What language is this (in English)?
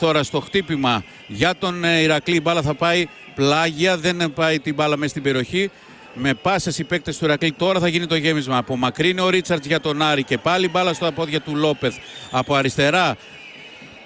Greek